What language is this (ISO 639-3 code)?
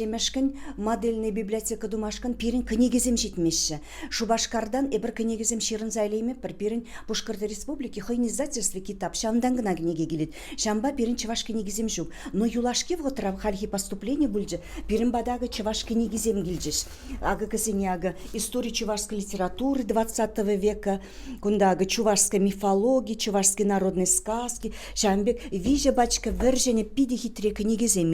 chv